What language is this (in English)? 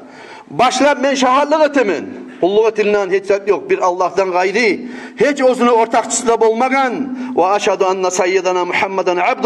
Kumyk